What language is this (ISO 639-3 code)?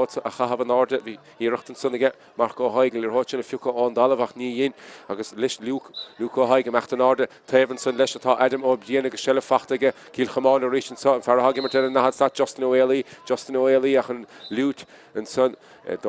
gle